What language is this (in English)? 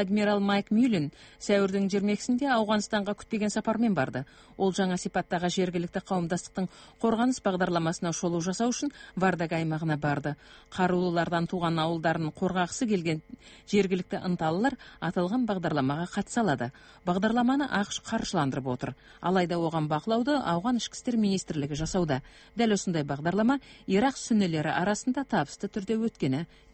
Kazakh